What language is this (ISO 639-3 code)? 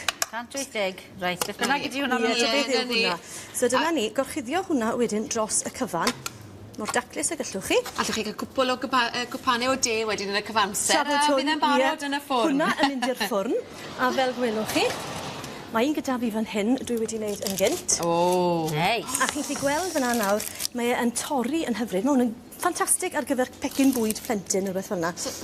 cym